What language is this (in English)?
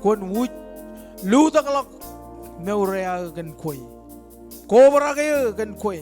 Marshallese